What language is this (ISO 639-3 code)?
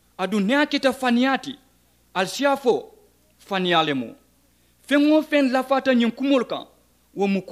man